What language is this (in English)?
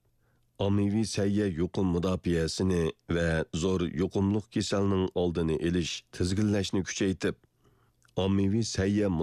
Uyghur